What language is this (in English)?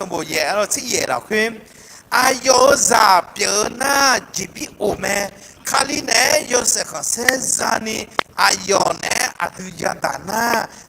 Akha